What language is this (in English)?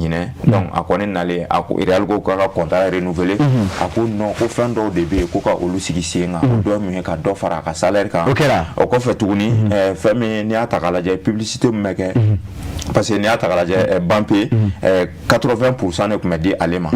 Bambara